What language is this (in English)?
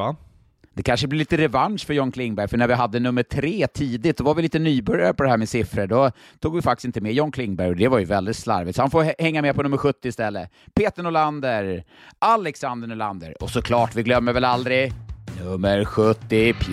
Swedish